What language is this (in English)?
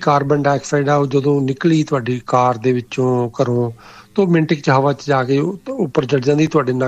Punjabi